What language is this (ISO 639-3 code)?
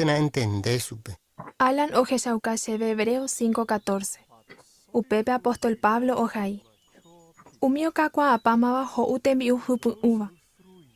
grn